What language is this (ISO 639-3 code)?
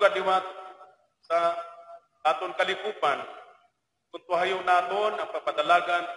war